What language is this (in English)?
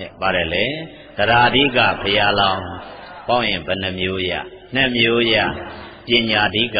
Burmese